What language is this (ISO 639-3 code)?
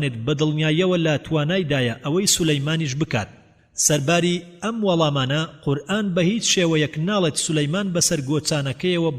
ckb